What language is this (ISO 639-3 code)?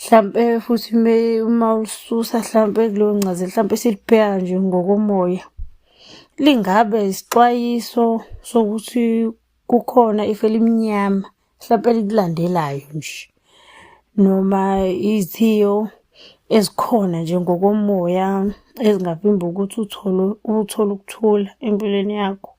zul